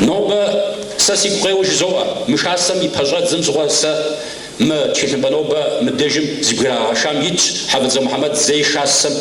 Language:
Kabardian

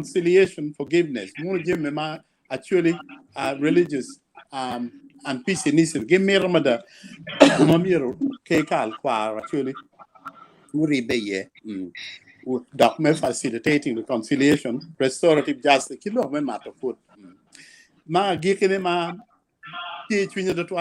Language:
Acoli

